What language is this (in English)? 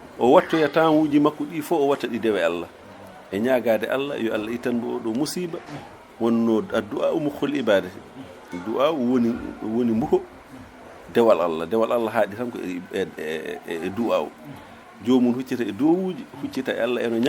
Fula